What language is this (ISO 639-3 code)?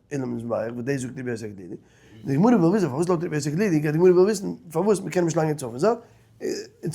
yid